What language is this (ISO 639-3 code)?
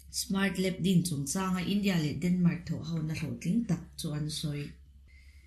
lus